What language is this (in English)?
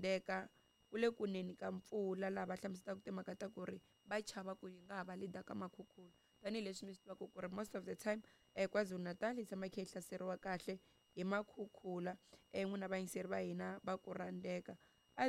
Tsonga